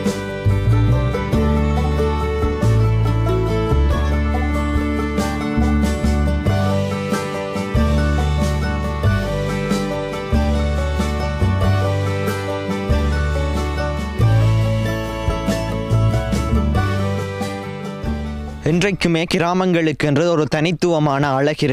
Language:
Tamil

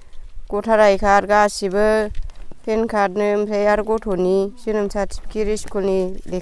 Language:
Bodo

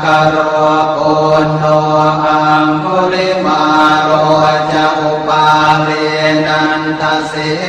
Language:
Pali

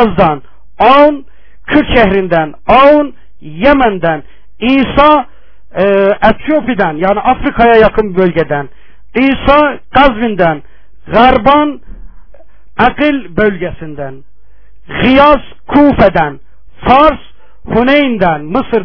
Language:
Turkish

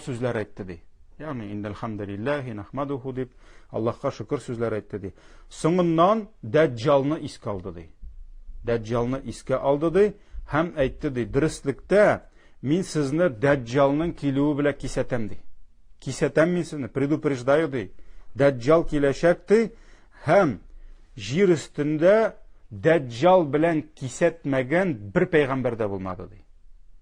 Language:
Tatar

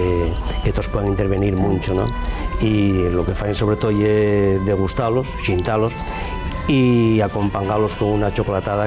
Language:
Asturian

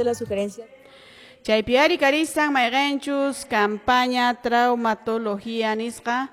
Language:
Quechua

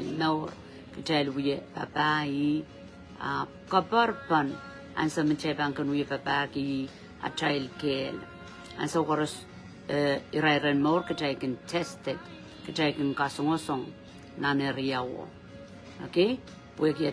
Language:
Pohnpeian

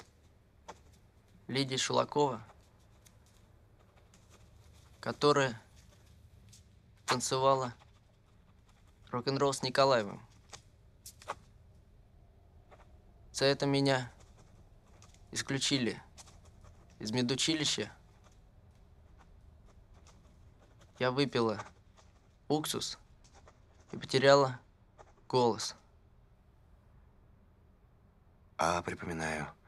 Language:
Russian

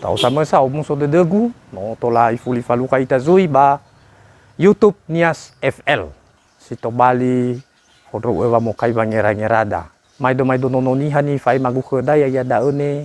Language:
Nias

